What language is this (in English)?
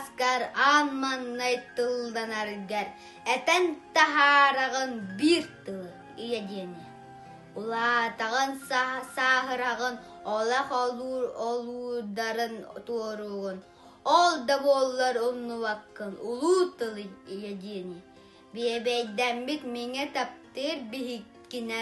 Yakut